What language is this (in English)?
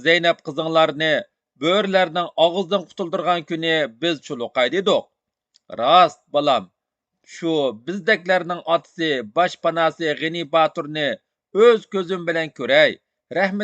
Uyghur